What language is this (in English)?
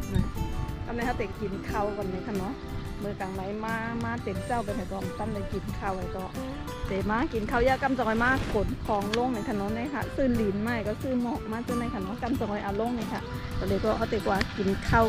Shan